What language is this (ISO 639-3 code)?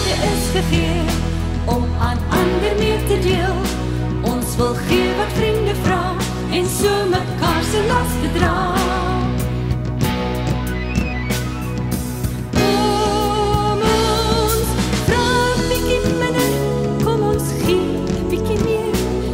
afr